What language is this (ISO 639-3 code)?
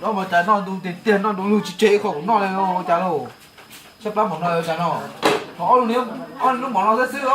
hmn